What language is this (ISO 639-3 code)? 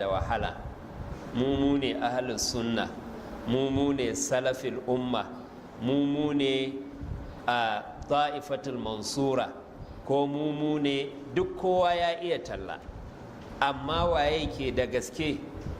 hau